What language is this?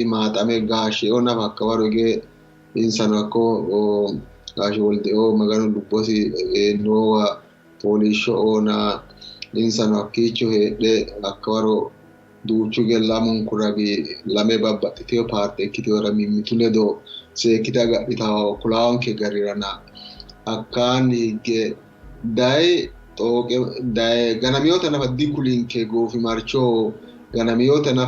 Sidamo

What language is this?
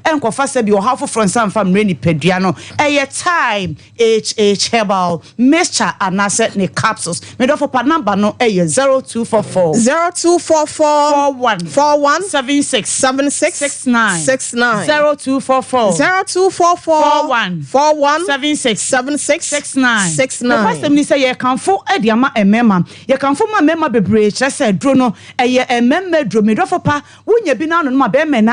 Akan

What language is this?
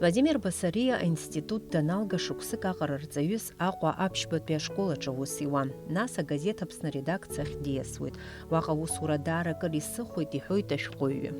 Abkhazian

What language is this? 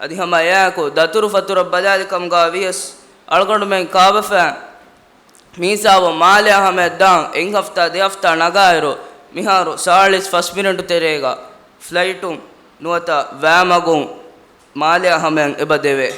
Divehi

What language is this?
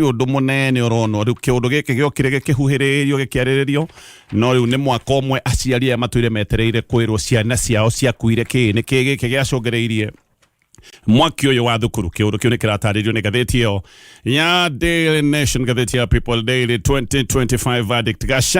Kikuyu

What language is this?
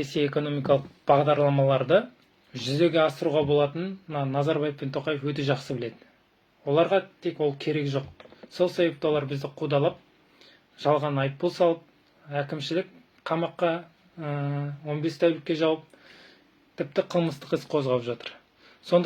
Kazakh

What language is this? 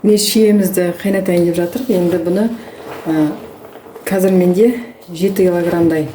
Kazakh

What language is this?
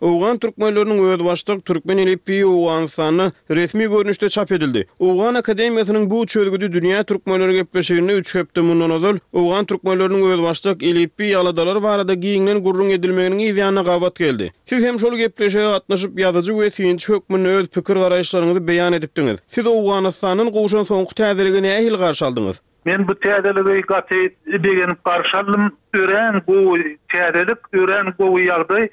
Turkmen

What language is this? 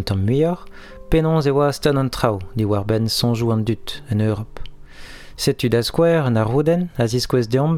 Breton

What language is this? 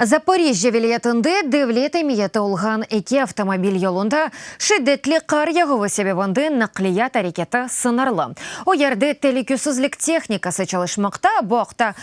Crimean Tatar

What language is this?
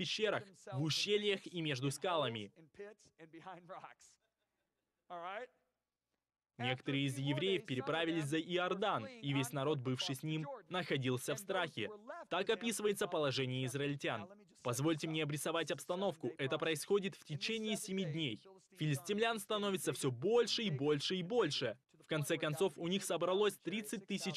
Russian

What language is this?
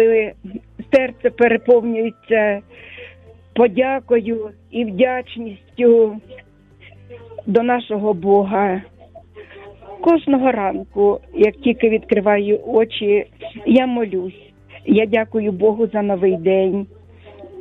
Ukrainian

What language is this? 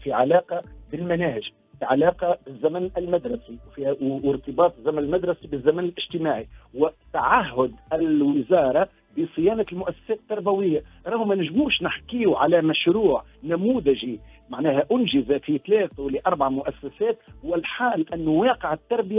Tunisian Arabic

